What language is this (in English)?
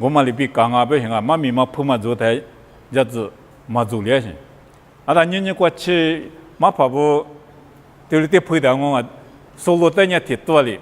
Lisu